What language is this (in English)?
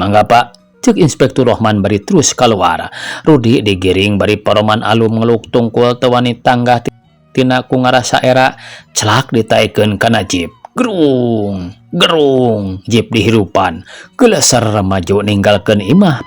Sundanese